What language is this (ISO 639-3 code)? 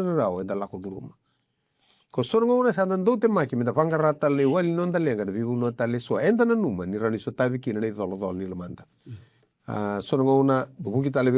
fij